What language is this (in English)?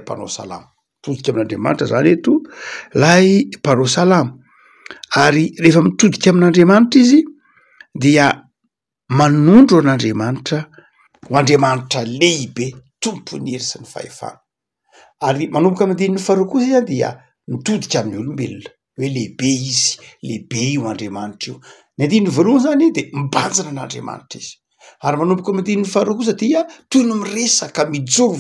Malagasy